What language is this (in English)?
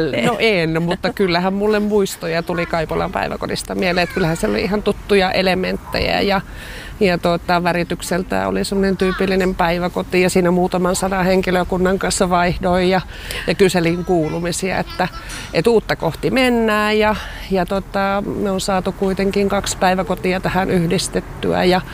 Finnish